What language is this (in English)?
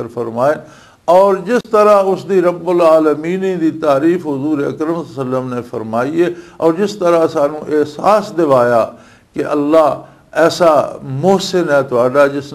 Western Panjabi